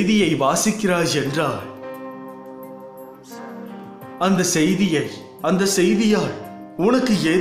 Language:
Tamil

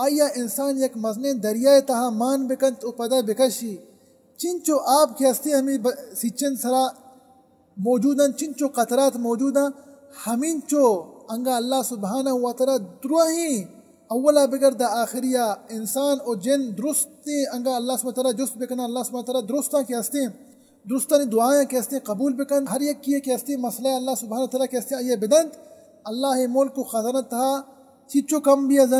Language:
Baluchi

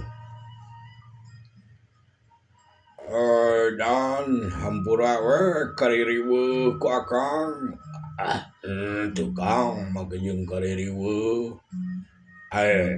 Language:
Sundanese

